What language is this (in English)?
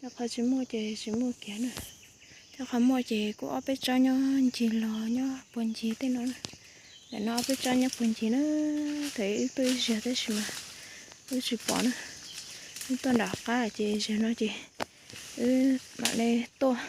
Hmong